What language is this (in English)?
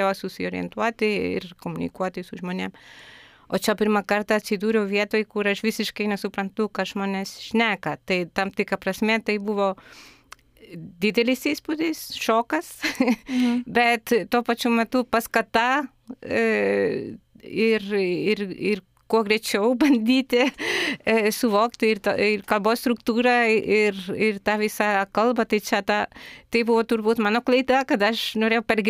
Lithuanian